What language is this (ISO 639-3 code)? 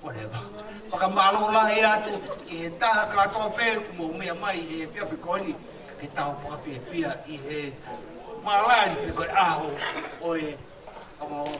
ton